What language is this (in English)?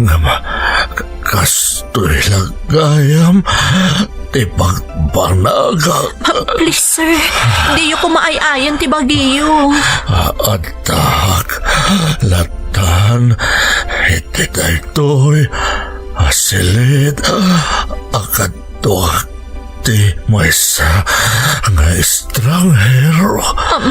Iloko